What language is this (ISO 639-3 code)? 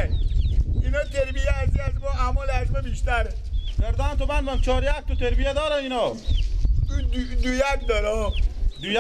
fas